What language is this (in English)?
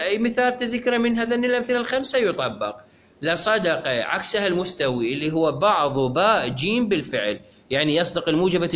Mesopotamian Arabic